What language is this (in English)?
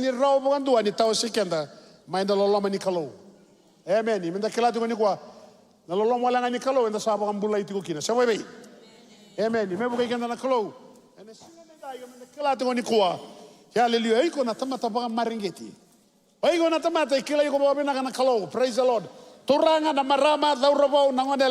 Fijian